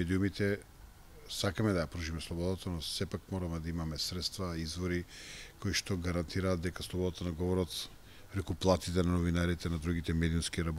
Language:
Macedonian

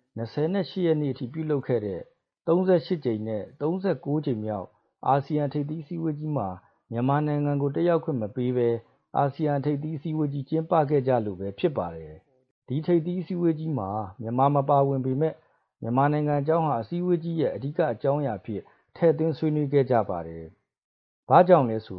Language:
Burmese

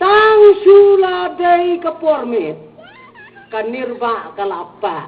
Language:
Khasi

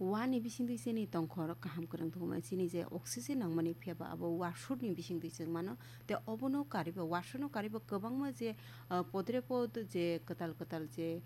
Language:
Kok Borok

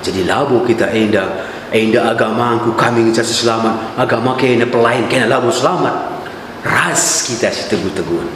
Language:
Batak Karo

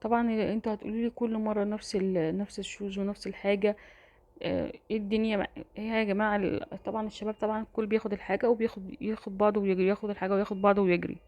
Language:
Egyptian Arabic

